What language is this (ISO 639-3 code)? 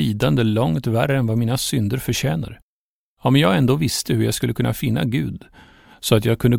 swe